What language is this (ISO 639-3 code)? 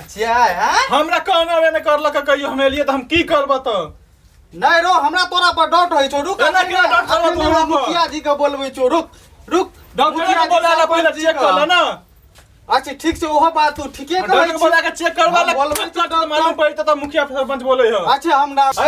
mai